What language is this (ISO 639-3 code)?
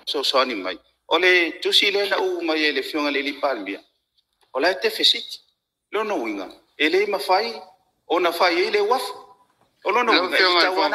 smo